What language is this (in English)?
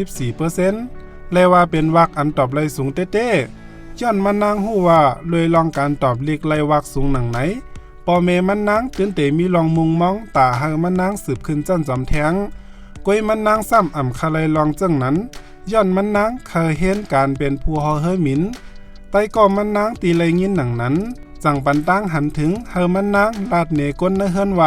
Shan